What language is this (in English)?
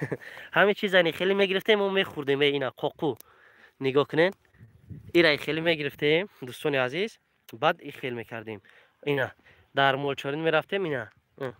Tajik